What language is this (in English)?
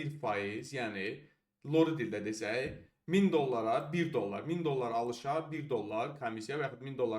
Azerbaijani